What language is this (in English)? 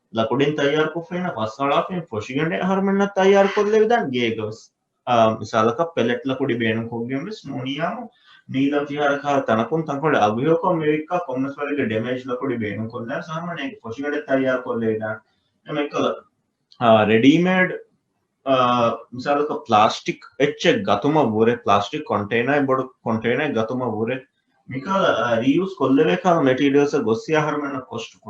Divehi